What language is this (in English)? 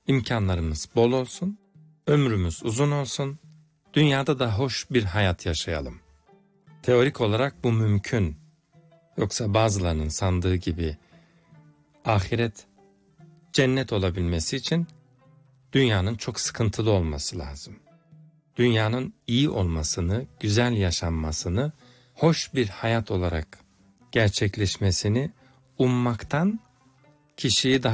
Turkish